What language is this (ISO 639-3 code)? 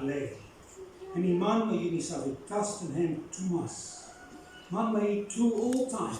bis